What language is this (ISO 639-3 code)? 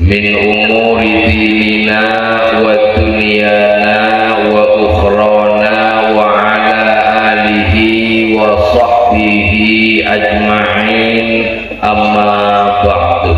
mad